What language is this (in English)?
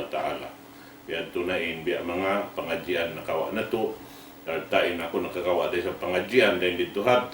Tausug